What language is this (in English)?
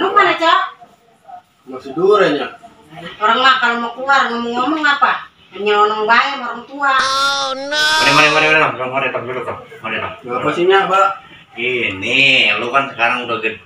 Betawi